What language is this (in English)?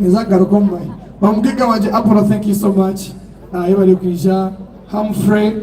Nyankole